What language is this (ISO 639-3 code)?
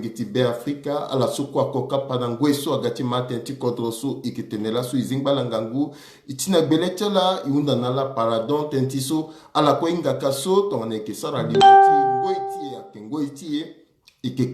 sag